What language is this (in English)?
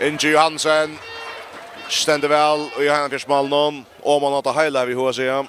Faroese